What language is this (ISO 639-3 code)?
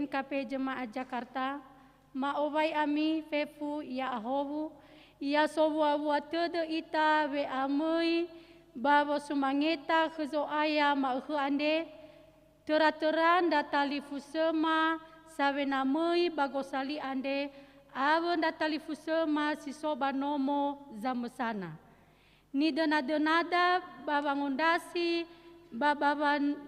nia